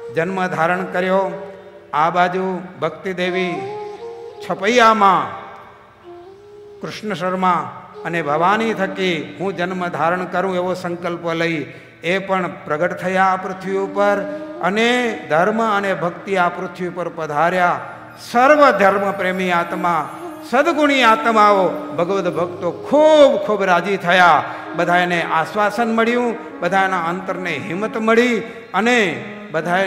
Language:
Gujarati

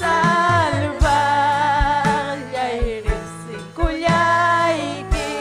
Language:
Ayacucho Quechua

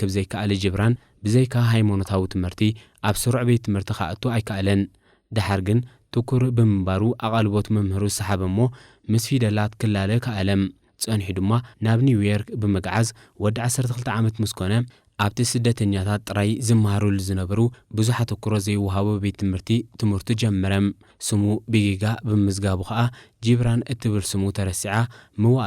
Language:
Tigrinya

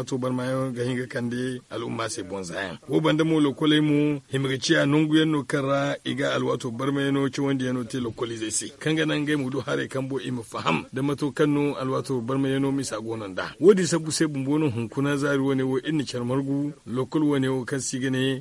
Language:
Zarma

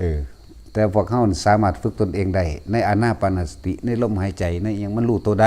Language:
Northeastern Thai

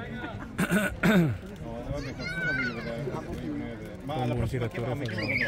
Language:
Italian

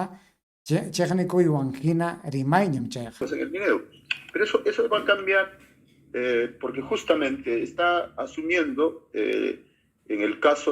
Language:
Ayacucho Quechua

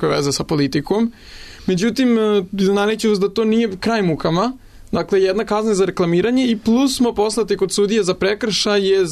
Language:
Serbian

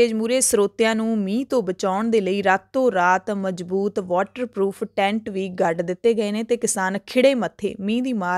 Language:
Punjabi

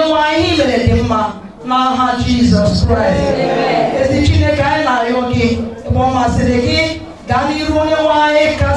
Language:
Igbo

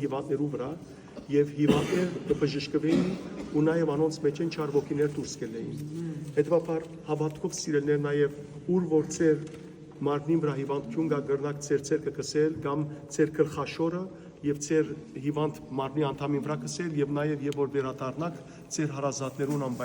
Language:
Western Armenian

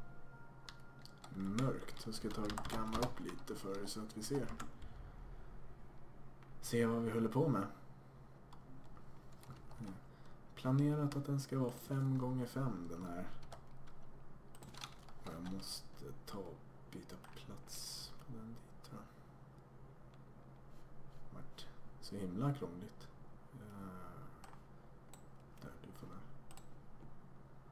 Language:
Swedish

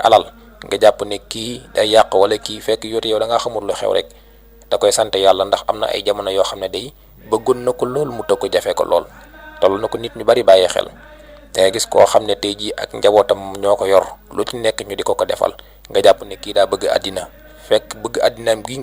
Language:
Wolof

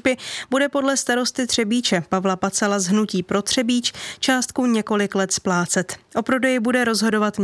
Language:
Czech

